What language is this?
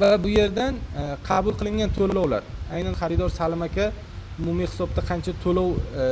Uzbek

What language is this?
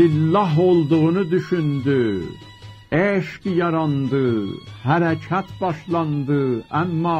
South Azerbaijani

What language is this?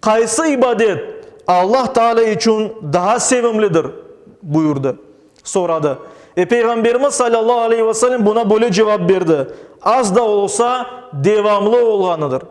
Crimean Tatar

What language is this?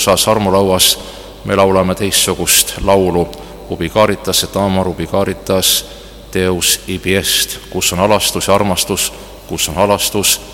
Estonian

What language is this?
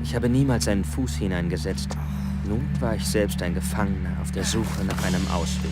Bavarian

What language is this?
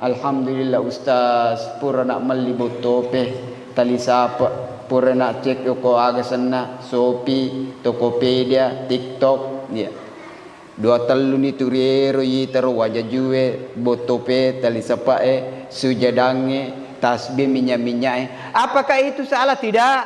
Buginese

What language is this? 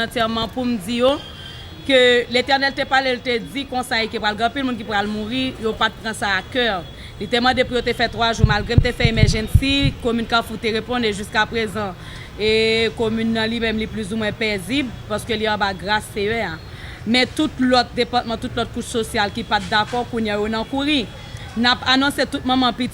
Haitian Creole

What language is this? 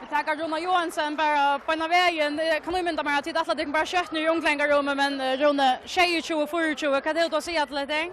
Faroese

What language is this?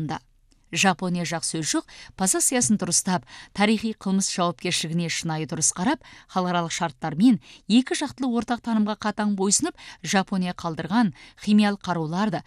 Kazakh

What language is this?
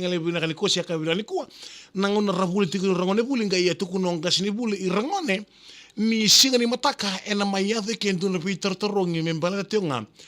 Fijian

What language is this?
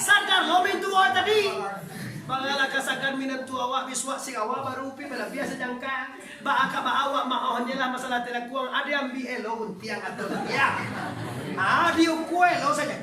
Minangkabau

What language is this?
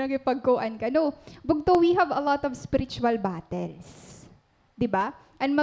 Waray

